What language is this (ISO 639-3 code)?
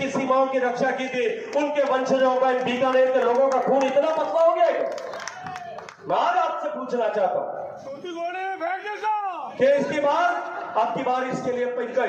hin